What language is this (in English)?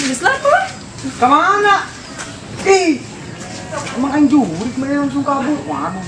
Sundanese